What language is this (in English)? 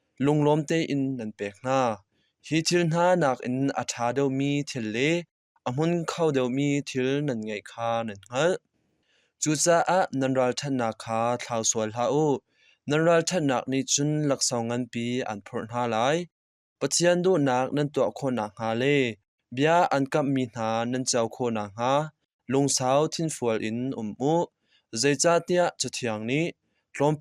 Hakha Chin